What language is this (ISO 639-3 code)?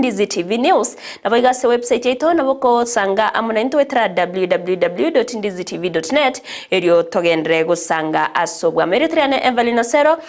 guz